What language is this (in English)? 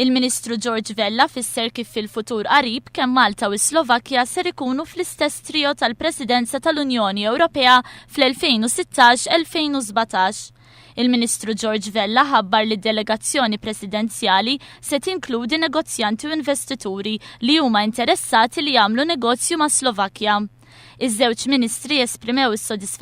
Maltese